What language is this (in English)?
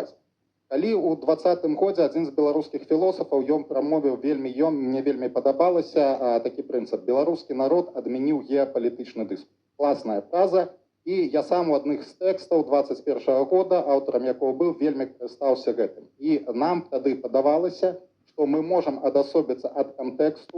Belarusian